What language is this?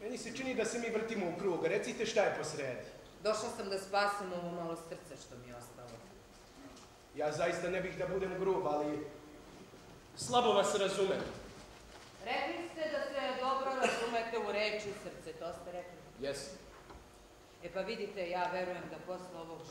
Serbian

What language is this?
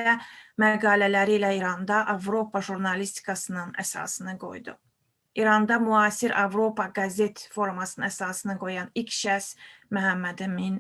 Azerbaijani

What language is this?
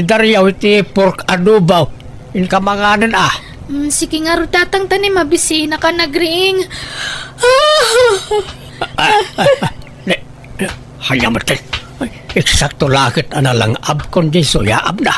Iloko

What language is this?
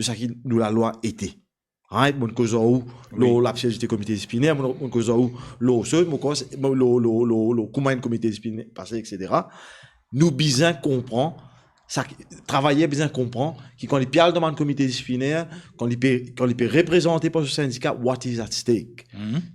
Morisyen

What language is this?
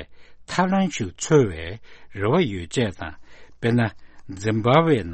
Tibetan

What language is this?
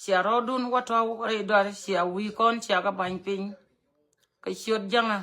Nuer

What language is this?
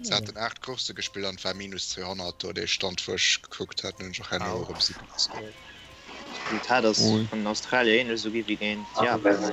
Luxembourgish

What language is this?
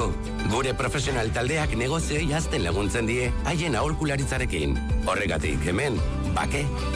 Basque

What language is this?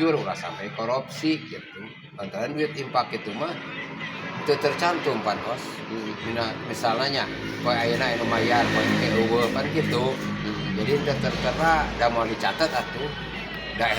Sundanese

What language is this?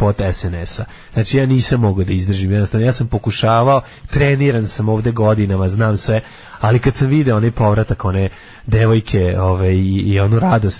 Serbian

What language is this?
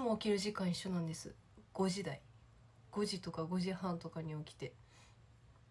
Japanese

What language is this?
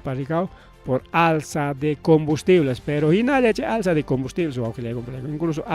Ayacucho Quechua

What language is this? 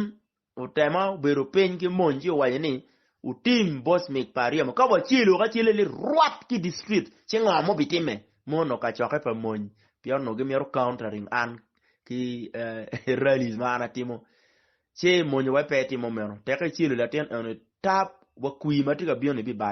Acoli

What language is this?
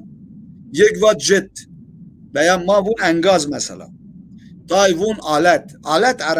Zaza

